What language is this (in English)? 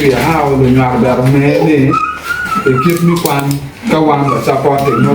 Acoli